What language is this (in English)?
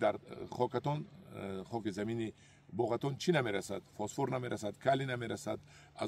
Tajik